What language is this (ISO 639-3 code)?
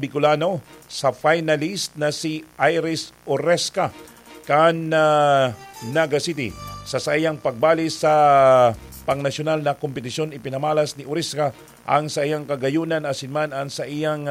bik